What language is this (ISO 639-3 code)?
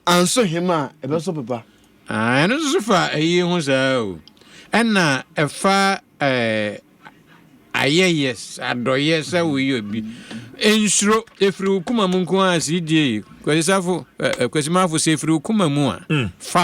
aka